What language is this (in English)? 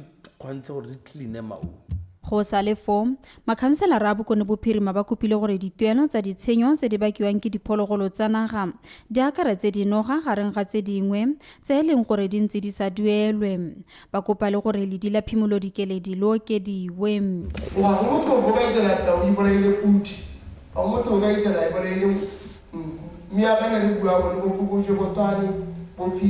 Tswana